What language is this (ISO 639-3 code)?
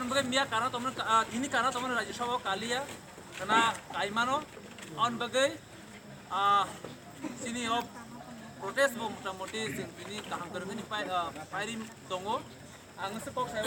trp